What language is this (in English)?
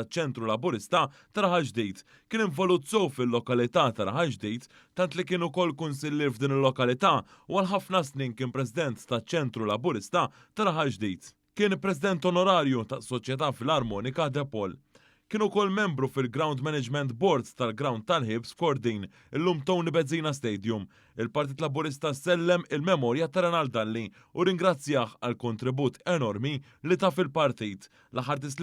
Maltese